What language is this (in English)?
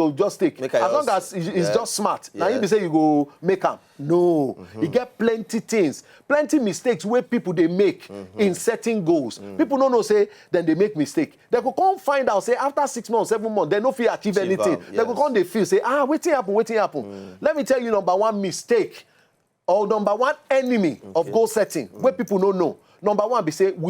Nigerian Pidgin